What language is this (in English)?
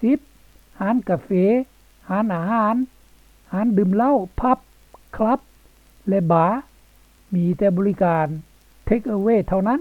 Lao